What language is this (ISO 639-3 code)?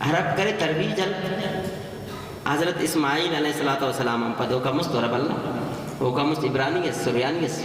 brh